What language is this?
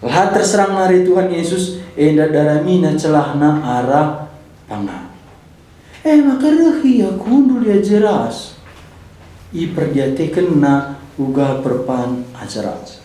Batak Karo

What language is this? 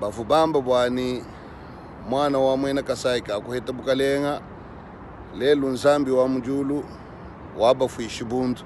Luba-Lulua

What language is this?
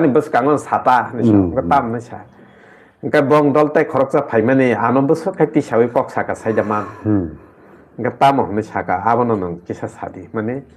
Kok Borok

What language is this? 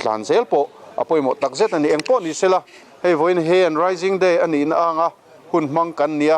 Mizo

